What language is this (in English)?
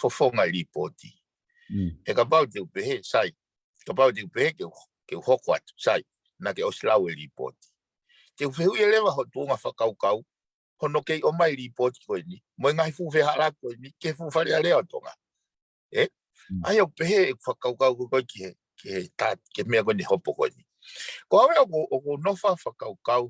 Tongan